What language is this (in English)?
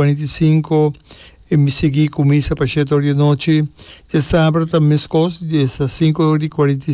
Papiamento